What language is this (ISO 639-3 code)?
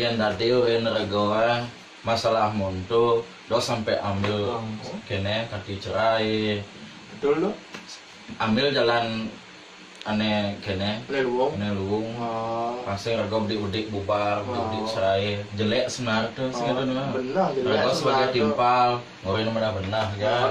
ban